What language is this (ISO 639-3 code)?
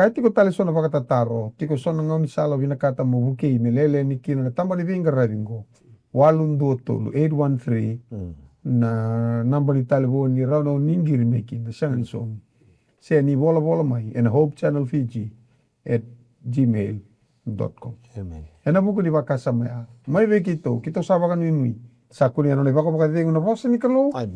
fij